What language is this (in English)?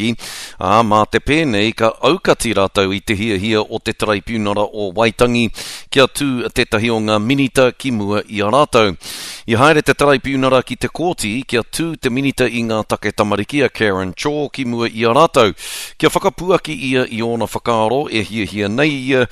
Māori